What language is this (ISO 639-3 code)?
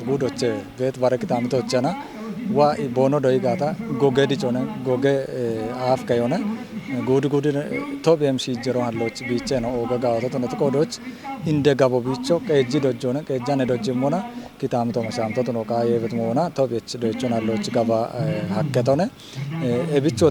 kbr